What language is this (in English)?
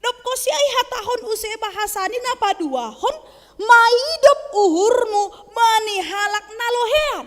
Batak Simalungun